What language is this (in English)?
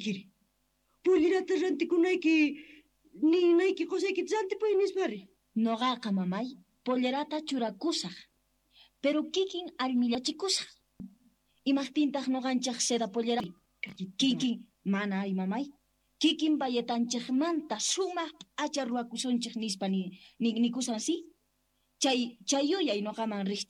South Bolivian Quechua